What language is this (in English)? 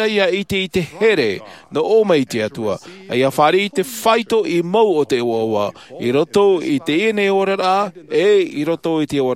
Tahitian